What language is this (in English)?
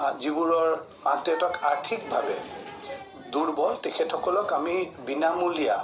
Assamese